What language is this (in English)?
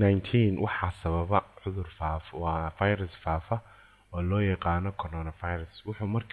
Somali